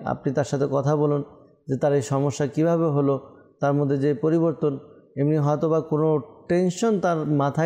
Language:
Bangla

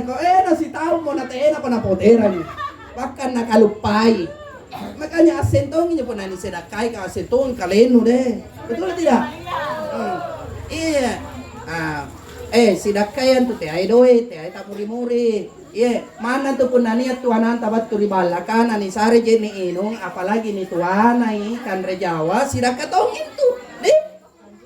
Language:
Makasar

